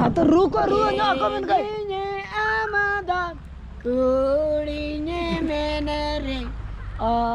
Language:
Santali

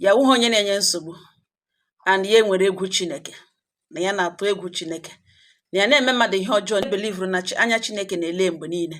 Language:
Igbo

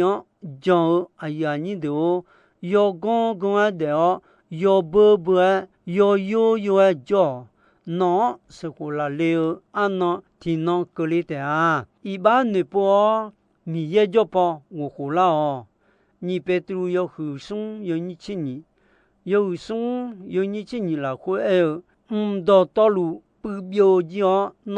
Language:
Akha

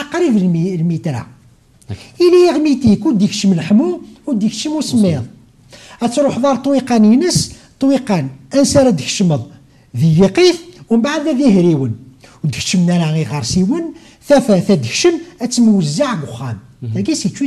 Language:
Kabyle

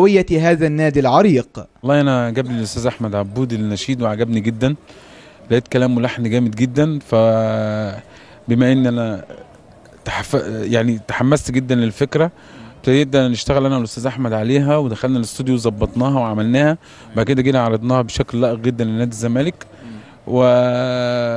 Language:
Egyptian Arabic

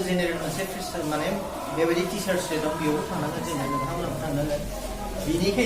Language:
Bodo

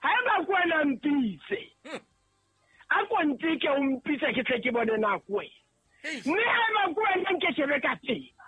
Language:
Southern Sotho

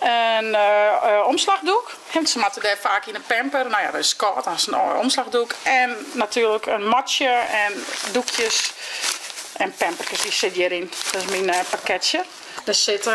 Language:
Western Frisian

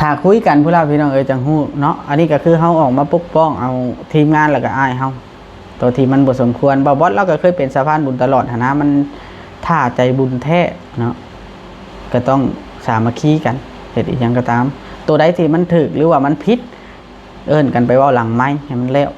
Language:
Northeastern Thai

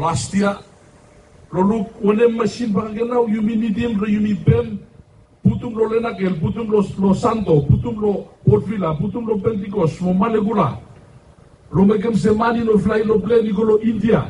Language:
Bislama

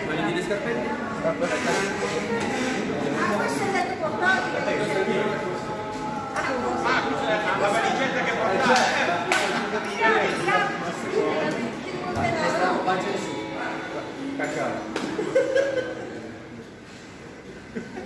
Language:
Italian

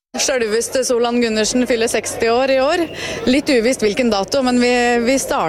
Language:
Norwegian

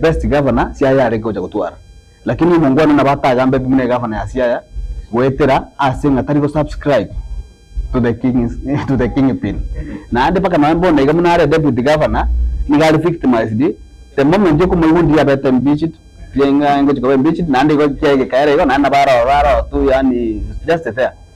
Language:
Gusii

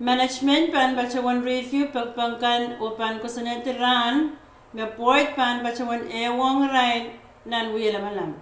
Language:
Pohnpeian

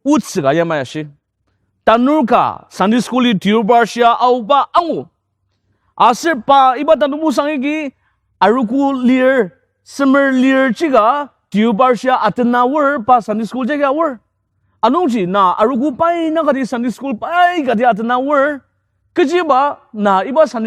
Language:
Ao Naga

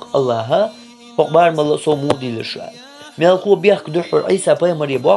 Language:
Chechen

